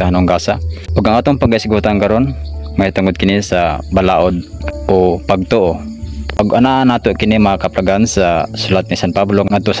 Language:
Cebuano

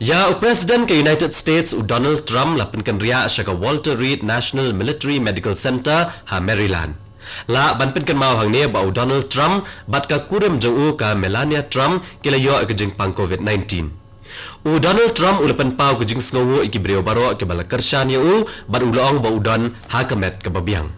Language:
Khasi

